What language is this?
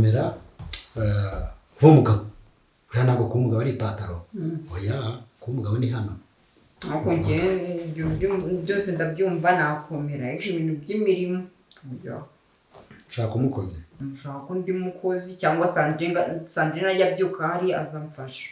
Kinyarwanda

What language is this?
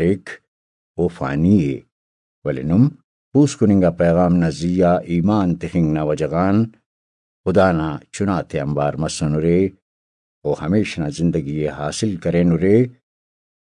Brahui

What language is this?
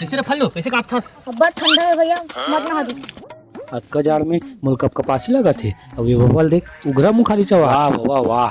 Chhattisgarhi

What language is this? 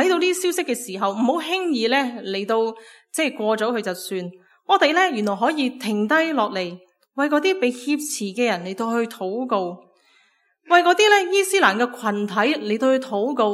Cantonese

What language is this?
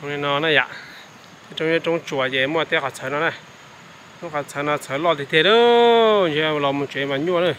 Hmong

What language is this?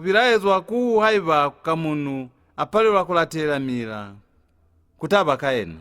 Lozi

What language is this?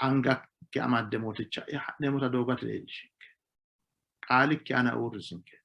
Sidamo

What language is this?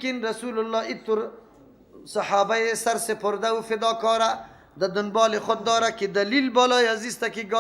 Persian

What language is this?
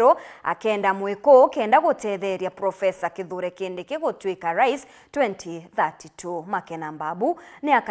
Meru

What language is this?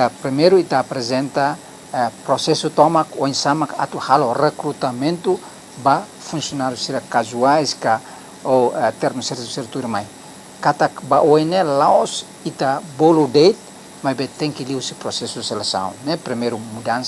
Tetum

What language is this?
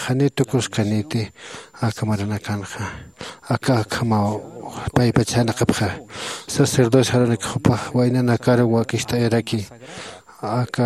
Aymara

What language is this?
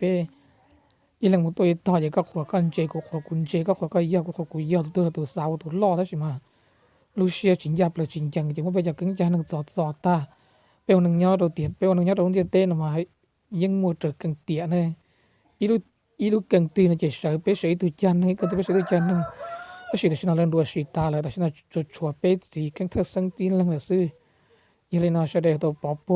Hmong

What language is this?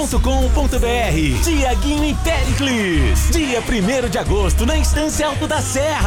Portuguese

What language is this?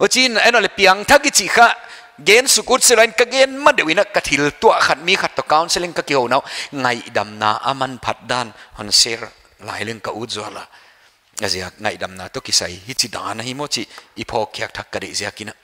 Paite Chin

